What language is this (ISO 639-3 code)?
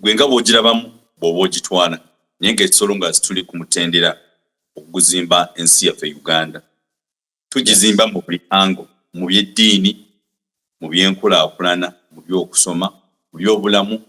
lug